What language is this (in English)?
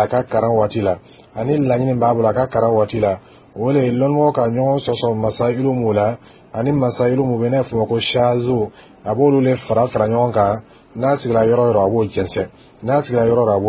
Dyula